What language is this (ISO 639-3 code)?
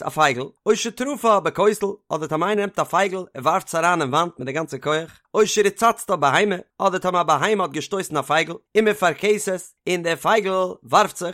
yid